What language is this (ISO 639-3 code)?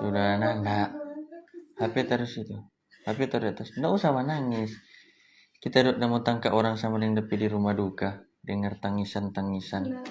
xmm